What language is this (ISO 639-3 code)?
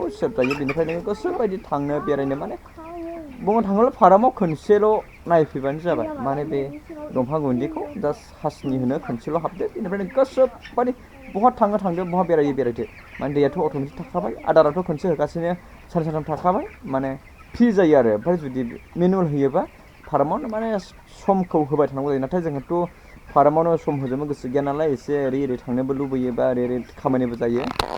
brx